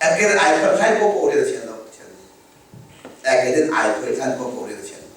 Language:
Hakha Chin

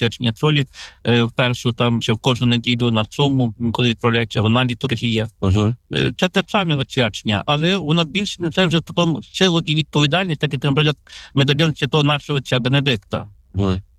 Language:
Ukrainian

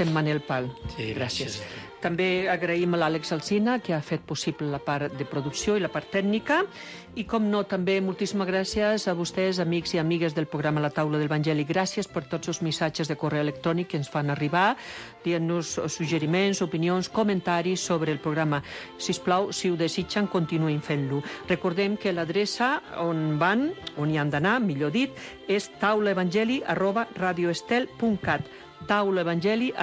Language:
Catalan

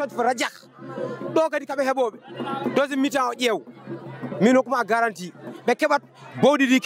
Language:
Fula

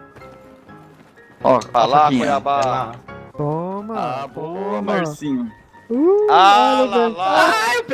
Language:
Portuguese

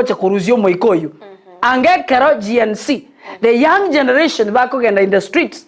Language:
Gusii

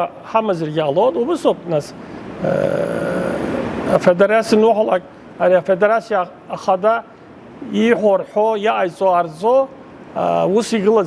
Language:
Abkhazian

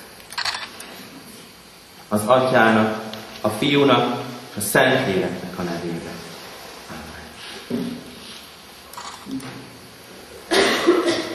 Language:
Hungarian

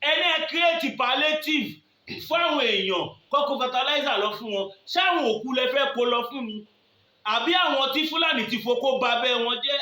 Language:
Yoruba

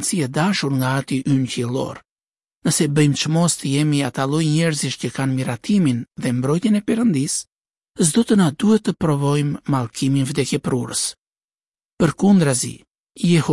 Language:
Albanian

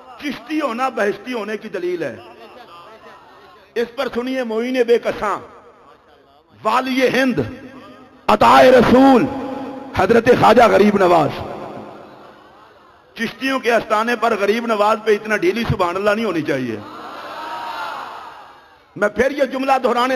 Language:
Urdu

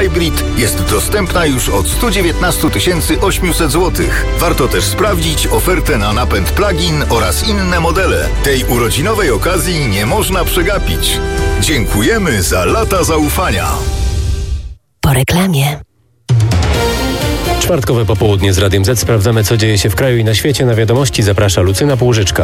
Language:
Polish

